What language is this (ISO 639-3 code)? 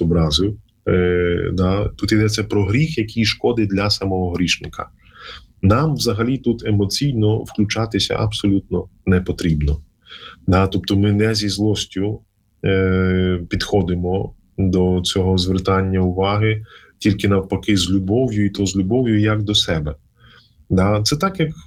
ukr